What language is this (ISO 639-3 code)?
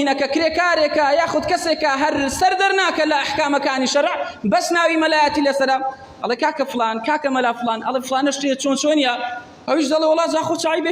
ckb